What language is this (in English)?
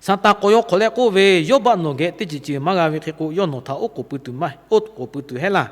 Lahu